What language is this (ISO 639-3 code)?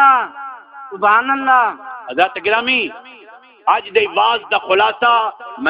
skr